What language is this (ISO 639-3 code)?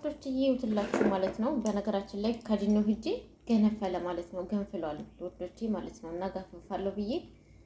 amh